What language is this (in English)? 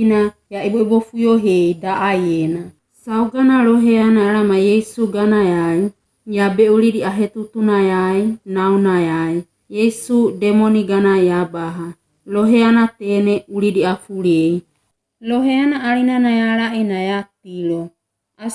Wagawaga